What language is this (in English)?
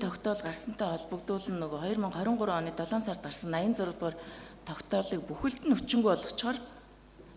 Mongolian